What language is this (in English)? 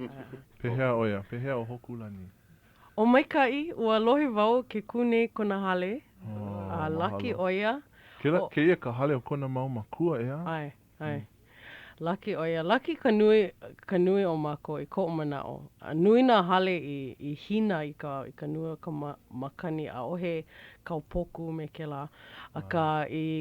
Hawaiian